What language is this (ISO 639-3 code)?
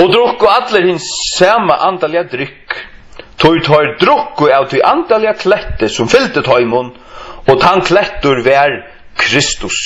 fao